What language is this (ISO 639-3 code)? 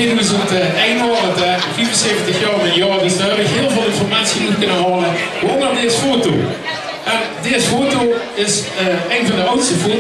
lim